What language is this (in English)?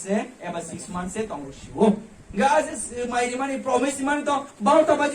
Kok Borok